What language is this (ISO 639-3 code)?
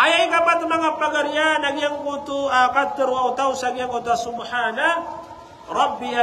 mrw